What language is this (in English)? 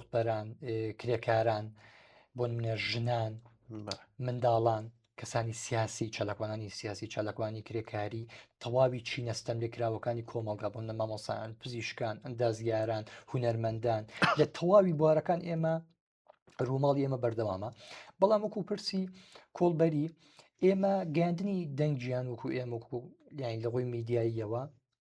Central Kurdish